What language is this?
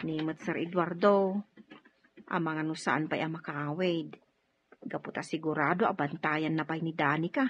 Iloko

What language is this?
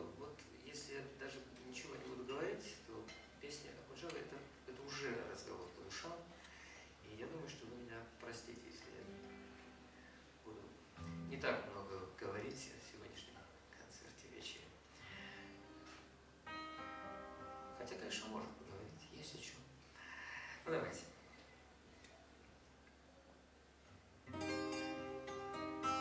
Russian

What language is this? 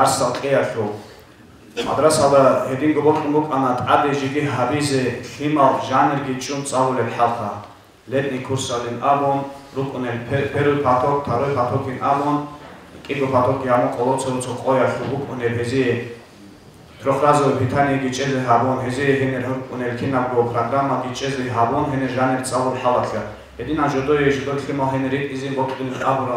Avaric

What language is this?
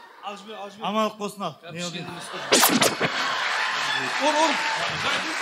Kazakh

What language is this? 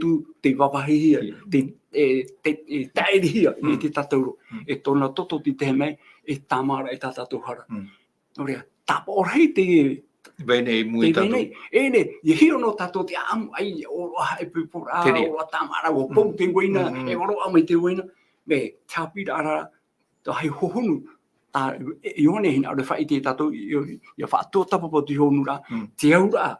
Tahitian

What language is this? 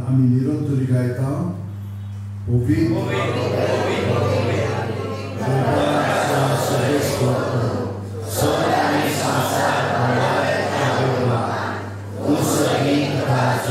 Konkani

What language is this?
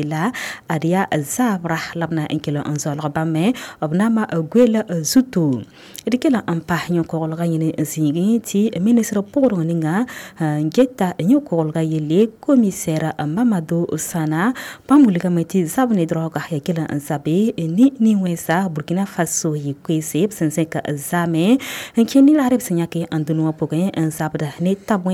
Mossi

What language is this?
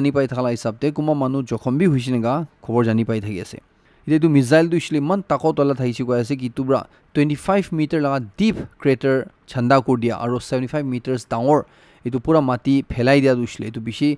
Naga Pidgin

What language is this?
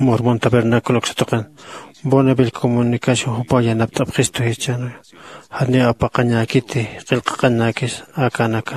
Aymara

